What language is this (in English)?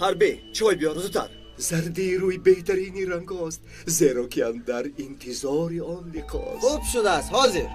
Tajik